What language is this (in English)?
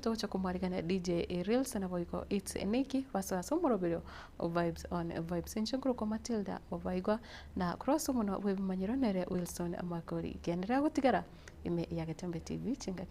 Gusii